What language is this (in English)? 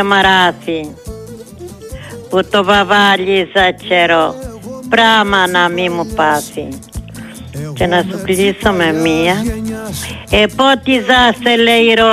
Greek